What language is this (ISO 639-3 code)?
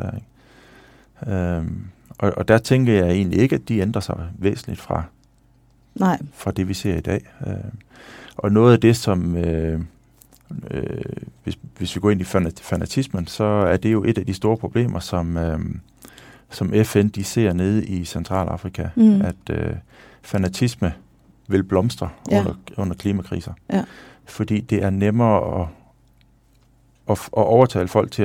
dan